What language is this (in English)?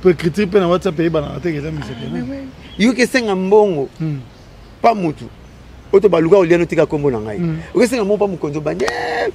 Lingala